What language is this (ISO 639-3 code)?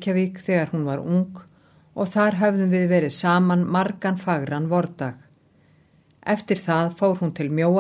isl